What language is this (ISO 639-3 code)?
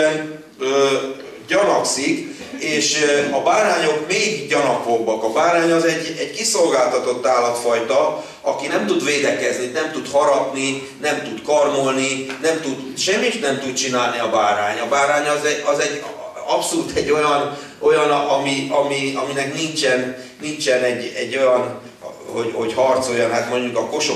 hun